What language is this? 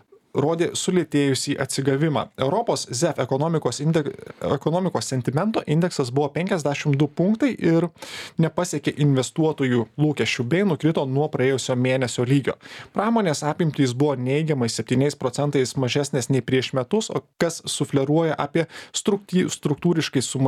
Lithuanian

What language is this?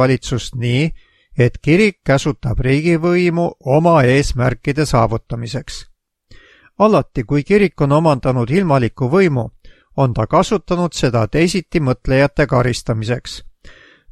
Estonian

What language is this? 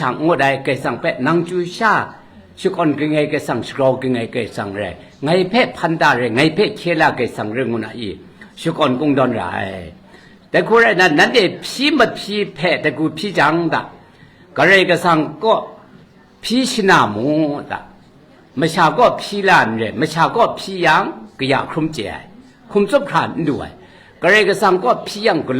Kachin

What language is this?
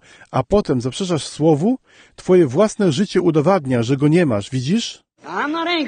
Polish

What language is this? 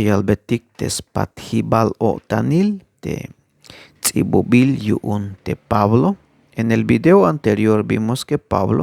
Tzeltal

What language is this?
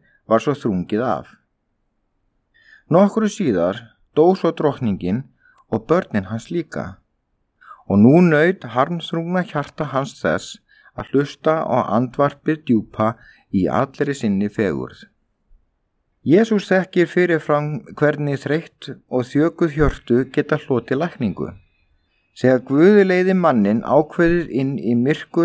Icelandic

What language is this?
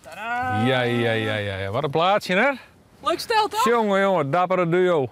Western Frisian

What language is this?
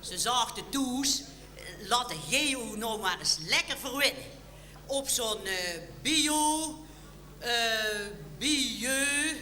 Limburgish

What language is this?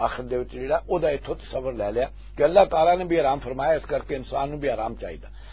Western Panjabi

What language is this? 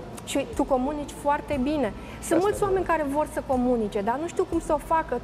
Romanian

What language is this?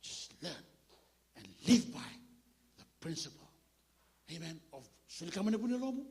Fijian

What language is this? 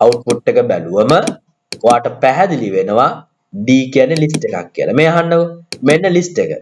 Sinhala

